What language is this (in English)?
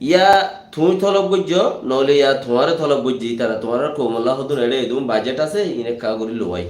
Rohingya